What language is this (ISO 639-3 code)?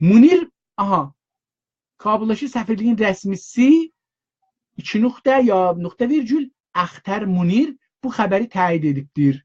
azb